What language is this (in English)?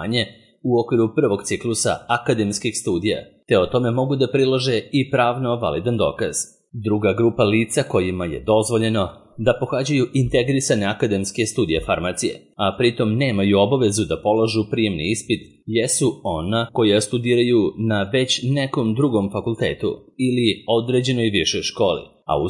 Serbian